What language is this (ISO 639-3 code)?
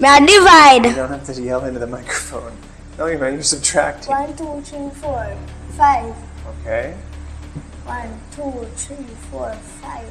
jam